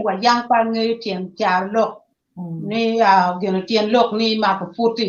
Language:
Acoli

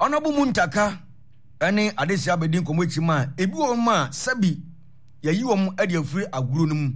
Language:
Akan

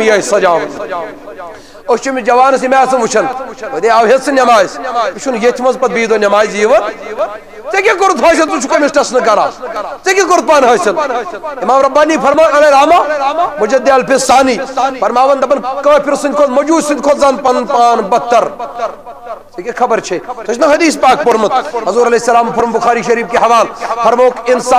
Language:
Kashmiri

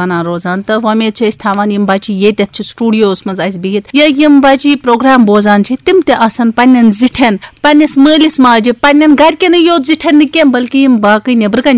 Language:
Kashmiri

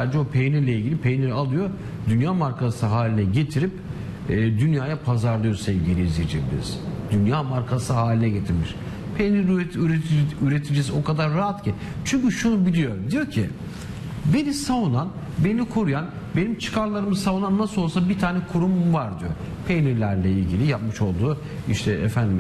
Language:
Turkish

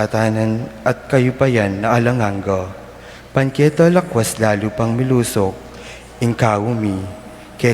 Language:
Pampanga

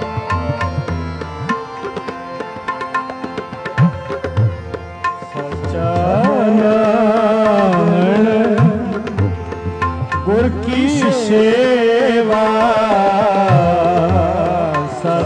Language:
Punjabi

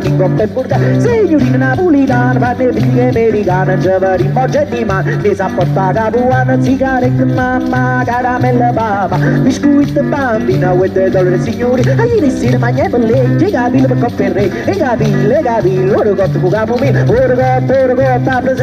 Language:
Neapolitan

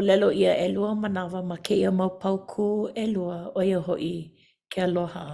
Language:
Hawaiian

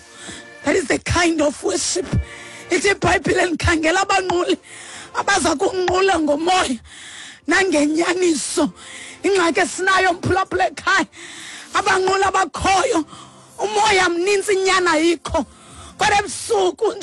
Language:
Xhosa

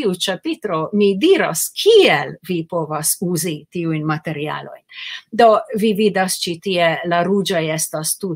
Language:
Esperanto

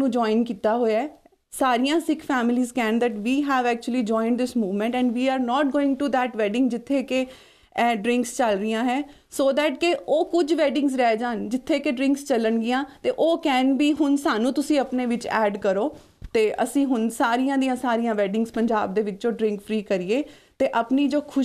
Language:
Punjabi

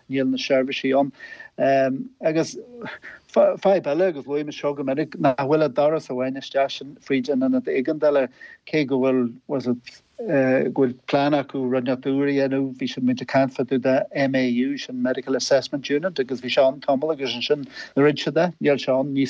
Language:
Irish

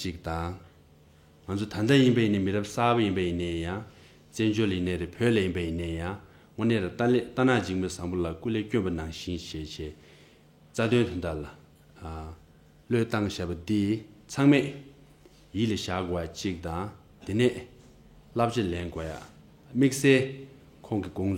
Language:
Tibetan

